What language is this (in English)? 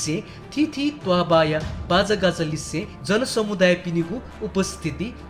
Newari